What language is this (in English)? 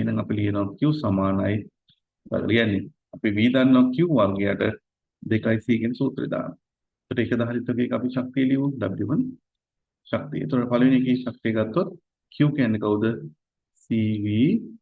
Sinhala